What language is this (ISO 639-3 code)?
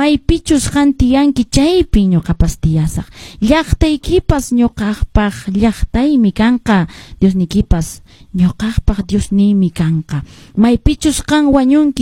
que